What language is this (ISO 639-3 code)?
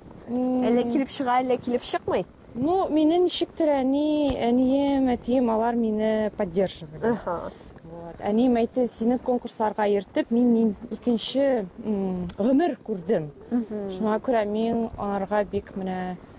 tat